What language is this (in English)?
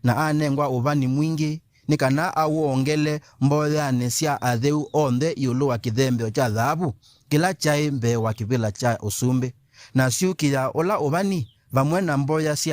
Kamba